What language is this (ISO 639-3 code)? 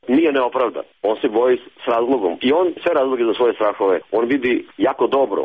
hrv